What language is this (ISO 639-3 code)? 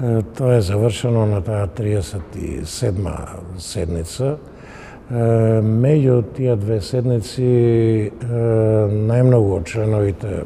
mkd